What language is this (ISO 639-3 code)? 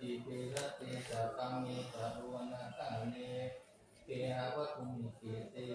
pli